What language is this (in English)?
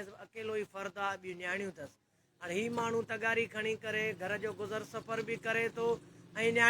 Sindhi